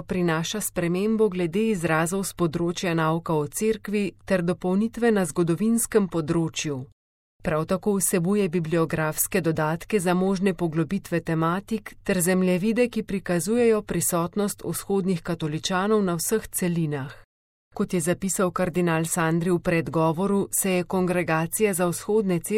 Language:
Slovenian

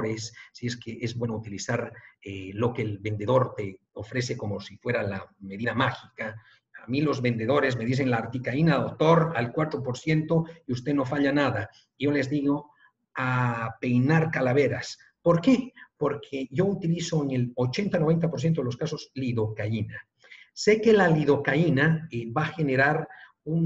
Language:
Spanish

